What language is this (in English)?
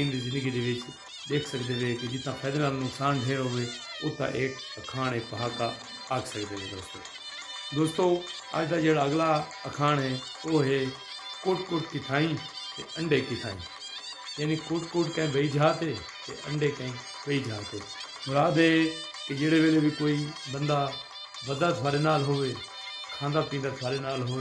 Saraiki